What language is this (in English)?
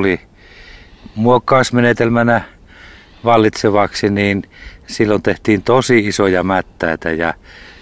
Finnish